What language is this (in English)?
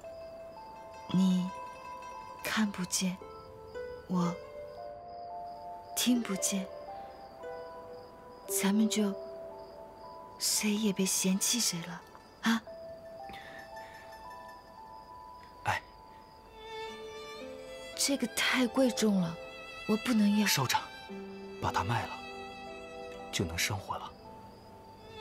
Chinese